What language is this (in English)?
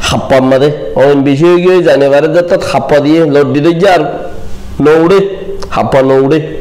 Rohingya